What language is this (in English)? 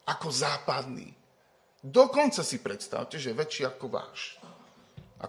Slovak